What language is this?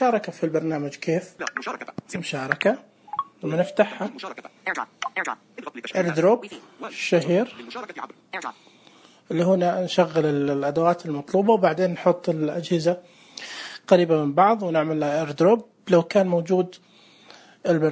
Najdi Arabic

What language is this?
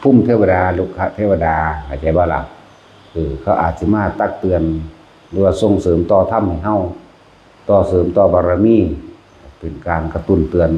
Northeastern Thai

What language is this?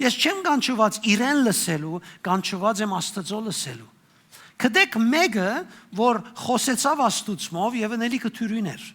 Western Armenian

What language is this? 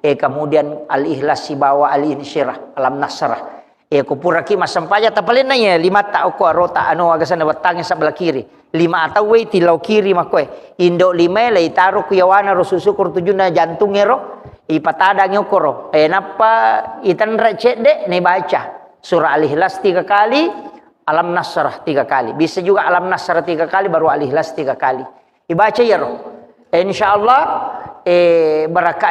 Buginese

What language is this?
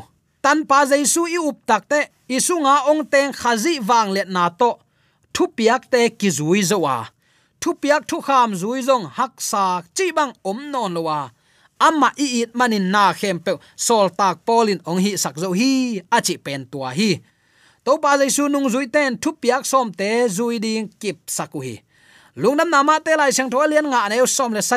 Tedim Chin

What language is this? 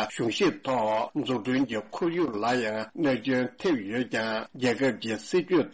Tibetan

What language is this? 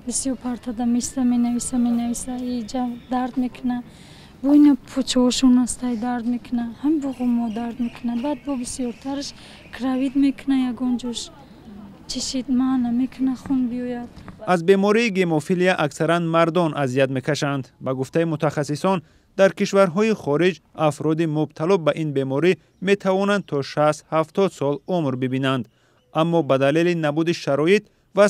Tajik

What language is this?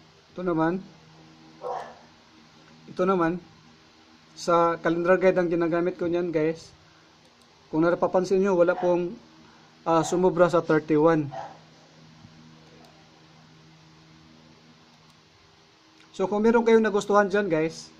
Filipino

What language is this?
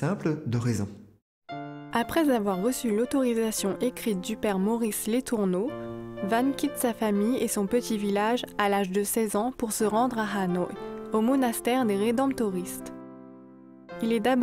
French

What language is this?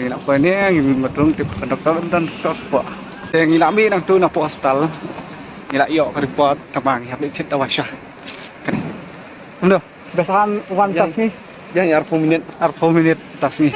Khasi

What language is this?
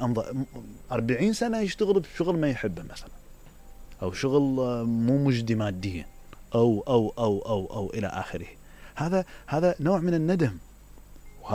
Mesopotamian Arabic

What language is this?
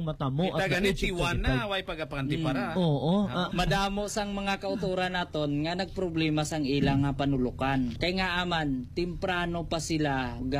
Hiligaynon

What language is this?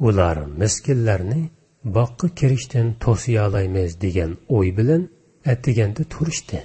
Uyghur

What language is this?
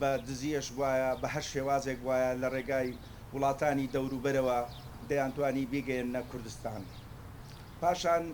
Central Kurdish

